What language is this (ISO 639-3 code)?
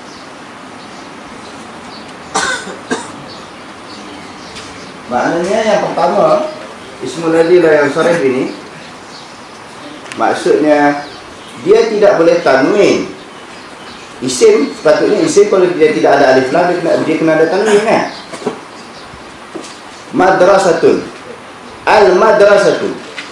msa